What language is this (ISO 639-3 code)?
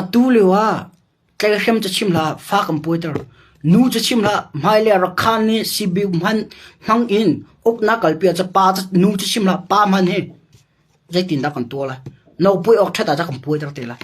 cnh